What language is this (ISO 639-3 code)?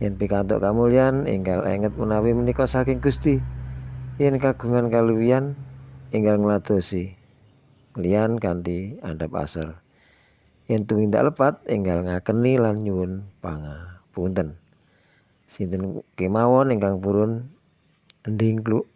jav